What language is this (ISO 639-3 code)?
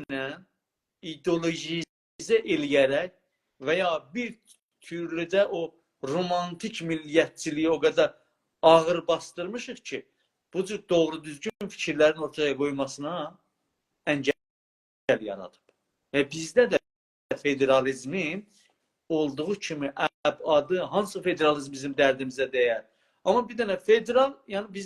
azb